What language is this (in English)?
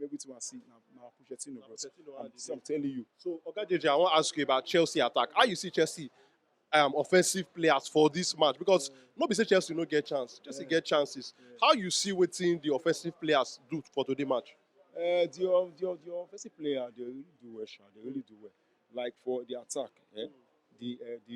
Nigerian Pidgin